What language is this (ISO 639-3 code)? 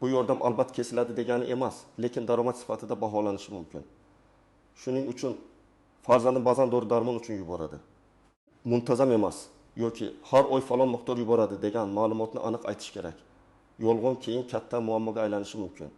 uzb